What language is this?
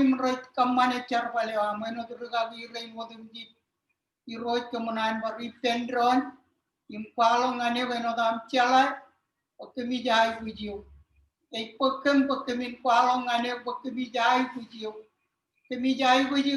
Marshallese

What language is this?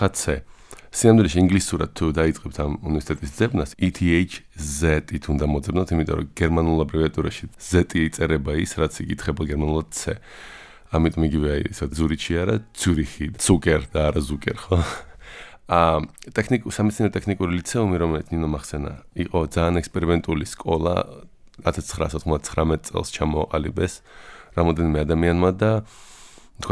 Georgian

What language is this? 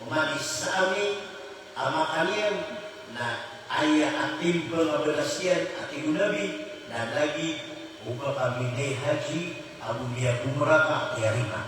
Maranao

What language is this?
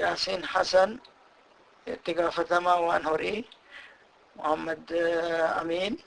Oromo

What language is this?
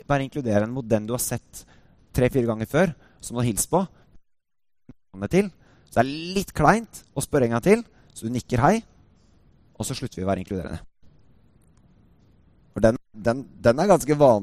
Norwegian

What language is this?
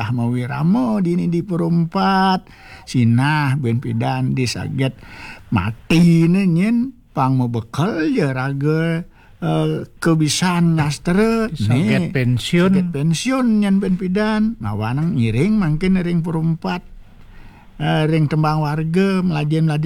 Balinese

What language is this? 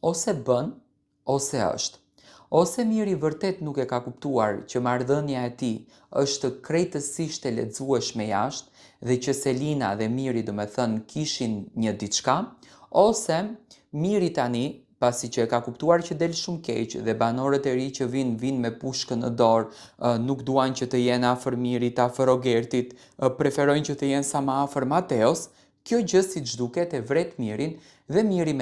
Albanian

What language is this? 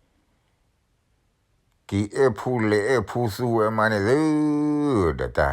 S'gaw Karen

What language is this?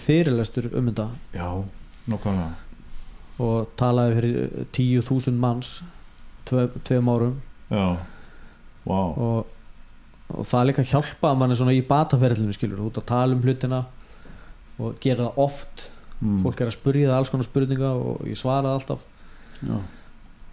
Icelandic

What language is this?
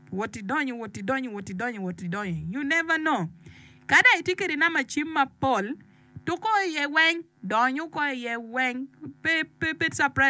Acoli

